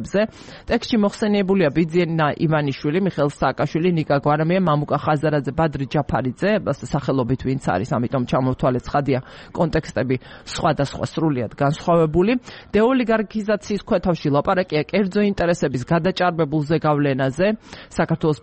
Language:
Georgian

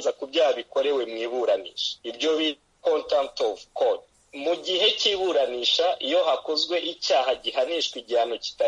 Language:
Kinyarwanda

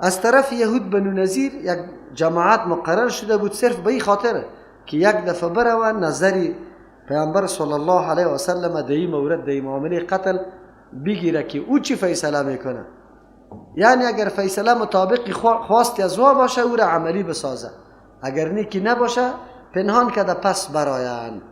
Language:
Persian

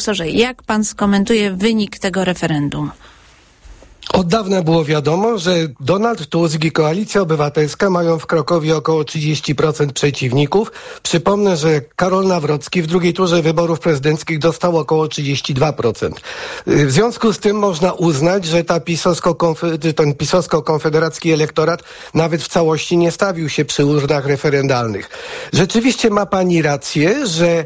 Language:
Polish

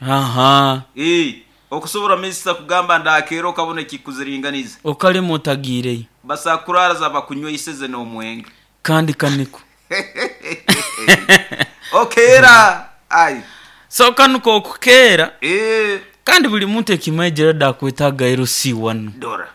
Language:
Nyoro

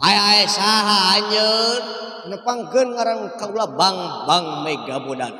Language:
Sundanese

